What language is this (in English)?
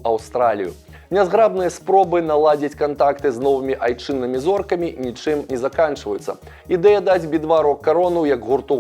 Belarusian